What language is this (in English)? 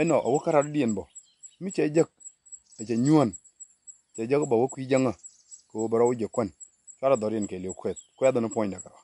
Nuer